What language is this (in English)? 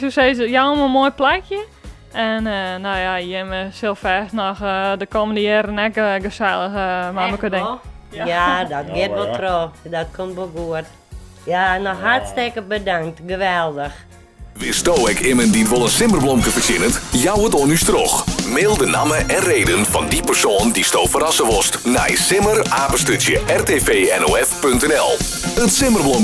Western Frisian